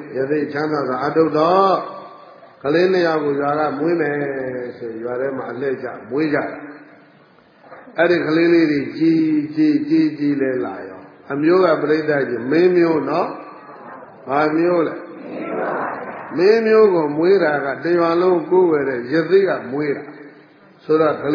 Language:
Burmese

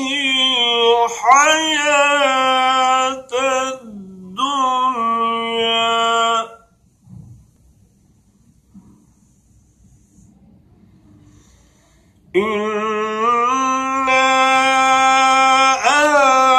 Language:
Arabic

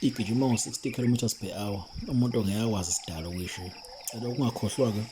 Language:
Zulu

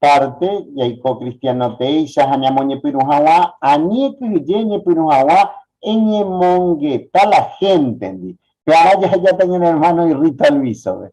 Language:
Guarani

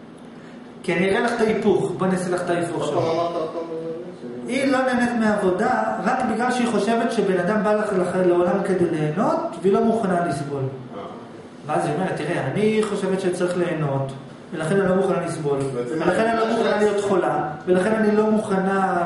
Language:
Hebrew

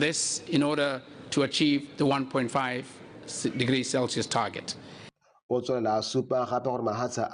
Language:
Tswana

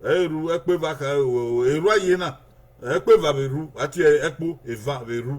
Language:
Bini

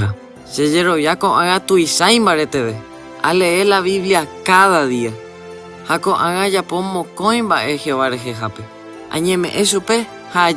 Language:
Guarani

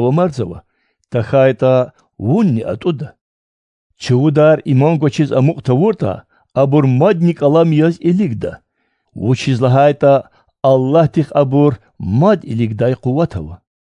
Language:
Lezghian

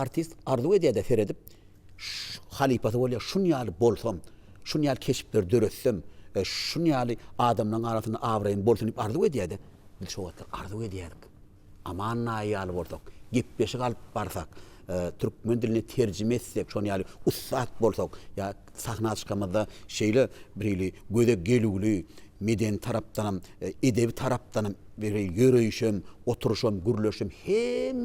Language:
Turkmen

